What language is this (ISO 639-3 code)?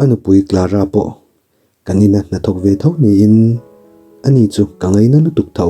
lus